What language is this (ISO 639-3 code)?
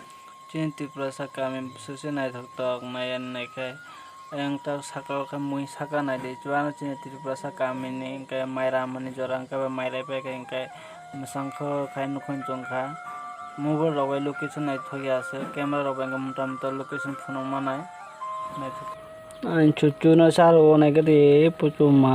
trp